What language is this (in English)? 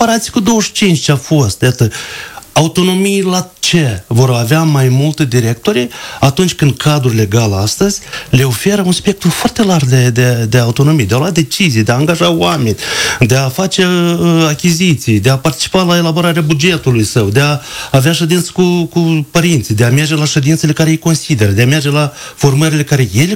Romanian